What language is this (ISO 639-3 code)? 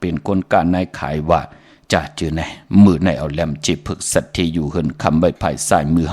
shn